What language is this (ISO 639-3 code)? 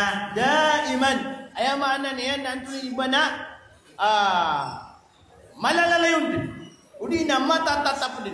mrw